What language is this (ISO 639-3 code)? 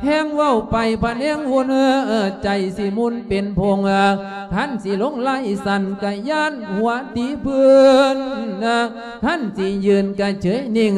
lao